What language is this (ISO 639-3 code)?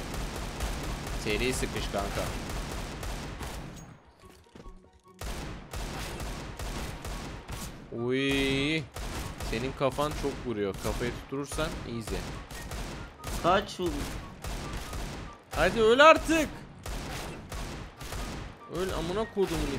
tur